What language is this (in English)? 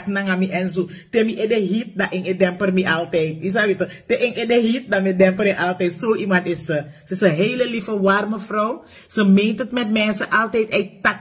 Sranan Tongo